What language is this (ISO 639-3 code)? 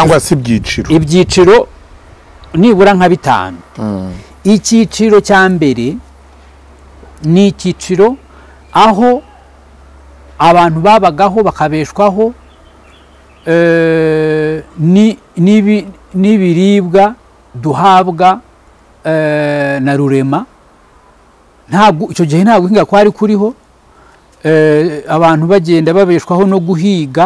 kin